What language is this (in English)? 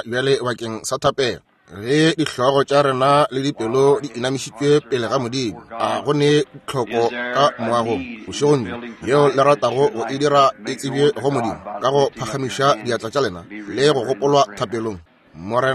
Northern Sotho